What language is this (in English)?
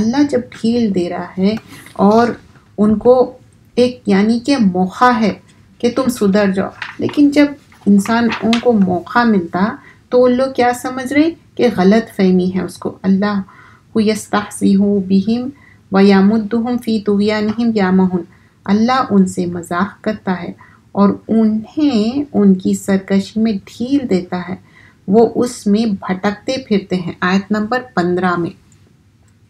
Urdu